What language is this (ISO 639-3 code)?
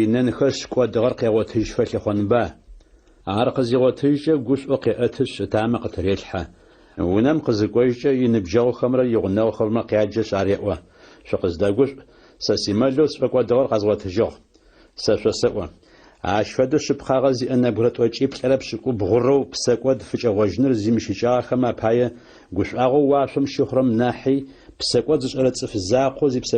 ady